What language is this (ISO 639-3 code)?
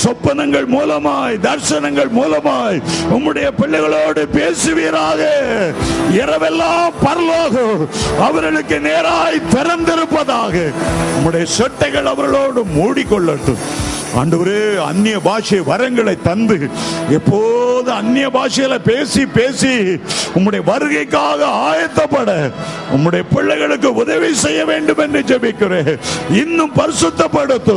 tam